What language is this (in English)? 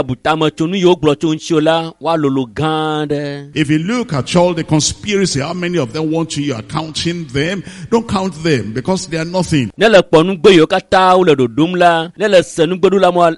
Ewe